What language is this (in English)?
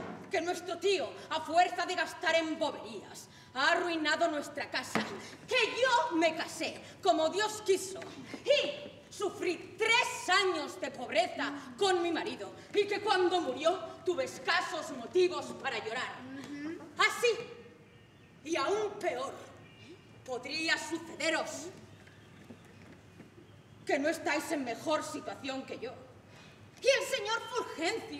Spanish